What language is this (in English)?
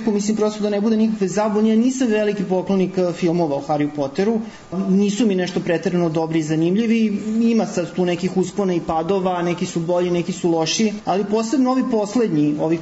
Serbian